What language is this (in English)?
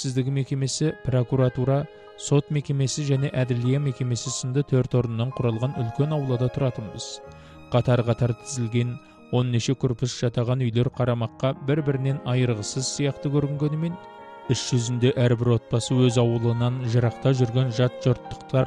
Kazakh